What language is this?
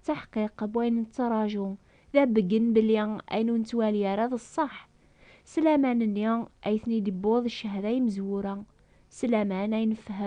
Kabyle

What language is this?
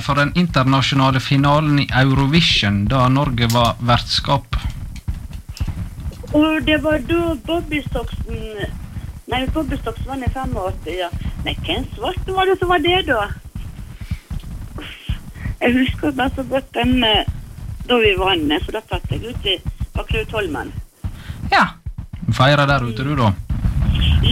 Norwegian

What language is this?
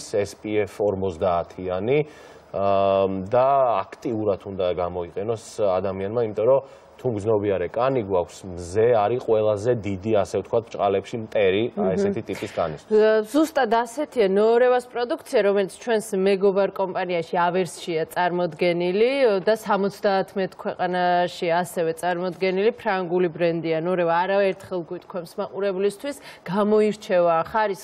Georgian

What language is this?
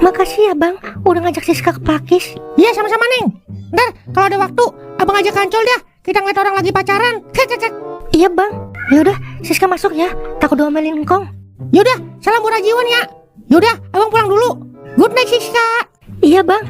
Betawi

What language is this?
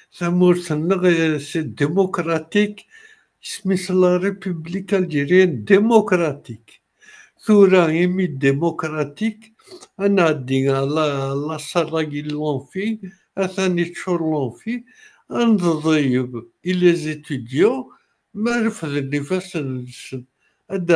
Kabyle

